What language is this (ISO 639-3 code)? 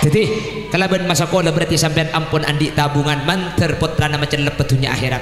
mad